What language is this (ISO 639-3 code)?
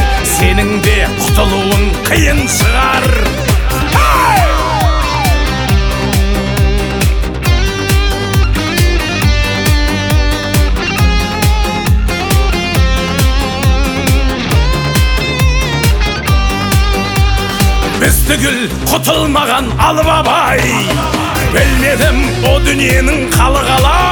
kaz